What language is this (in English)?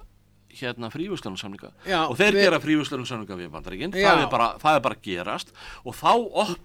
Icelandic